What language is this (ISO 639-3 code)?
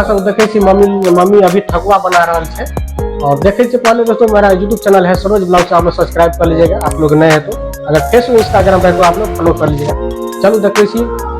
mai